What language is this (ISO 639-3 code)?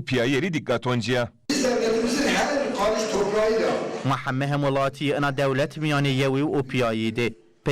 zza